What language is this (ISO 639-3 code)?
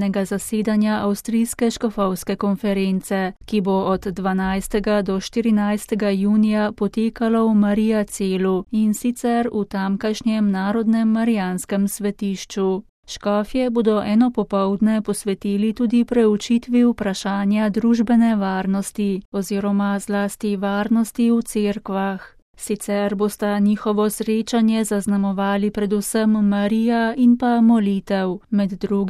slv